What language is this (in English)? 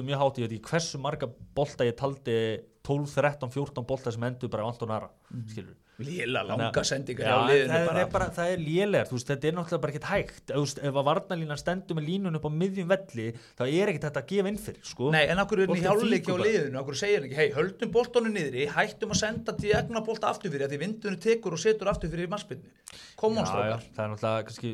Icelandic